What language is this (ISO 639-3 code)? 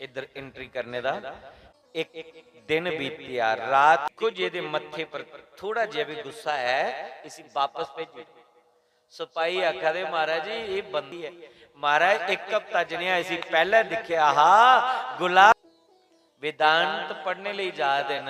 doi